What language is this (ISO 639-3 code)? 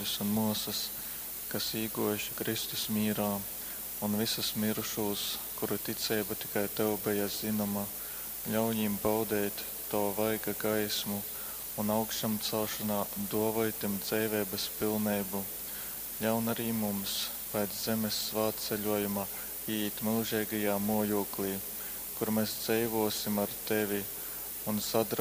ltg